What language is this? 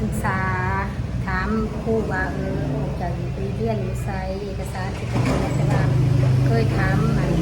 Northeastern Thai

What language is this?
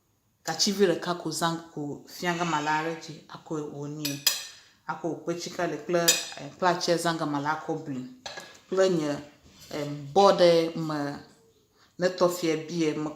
Ewe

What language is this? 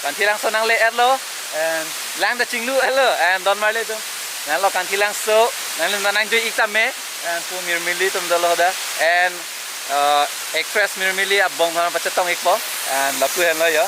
Karbi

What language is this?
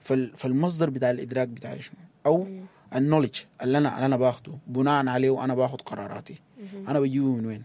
Sudanese Arabic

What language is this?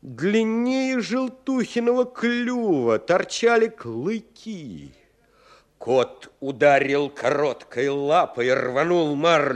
Russian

